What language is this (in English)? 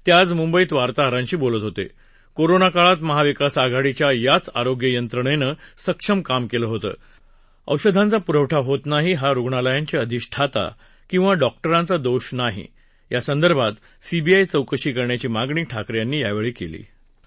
Marathi